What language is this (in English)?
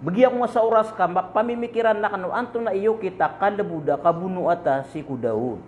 Maranao